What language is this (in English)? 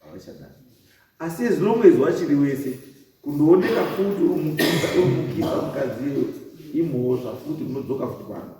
Shona